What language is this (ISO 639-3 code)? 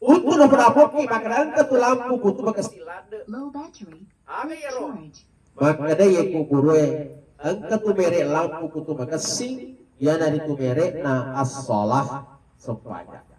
bug